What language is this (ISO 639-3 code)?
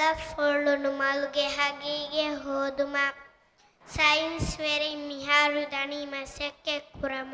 div